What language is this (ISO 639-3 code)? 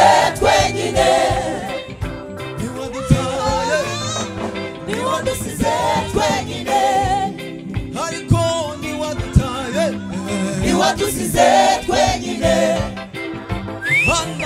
kin